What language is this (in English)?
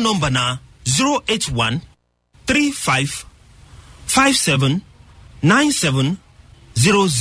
Nigerian Pidgin